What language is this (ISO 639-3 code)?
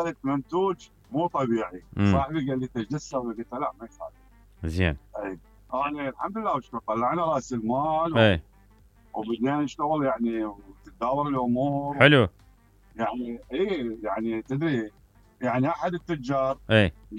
acm